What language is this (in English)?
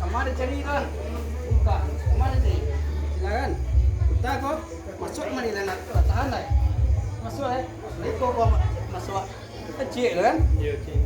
Minangkabau